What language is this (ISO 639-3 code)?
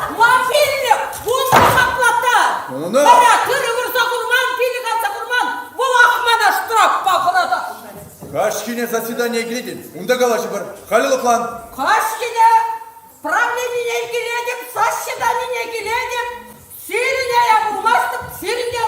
chv